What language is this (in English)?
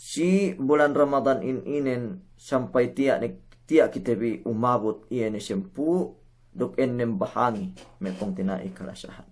Yakan